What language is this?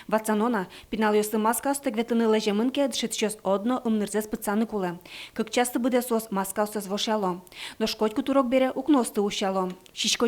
Udmurt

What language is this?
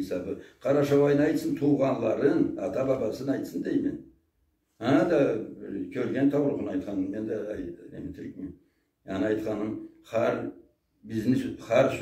Karachay-Balkar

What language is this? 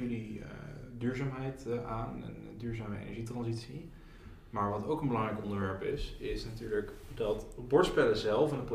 Dutch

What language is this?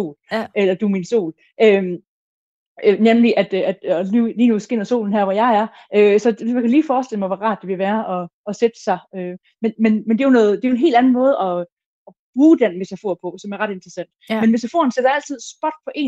Danish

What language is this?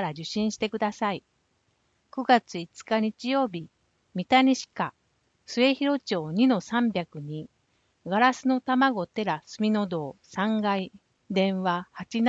Japanese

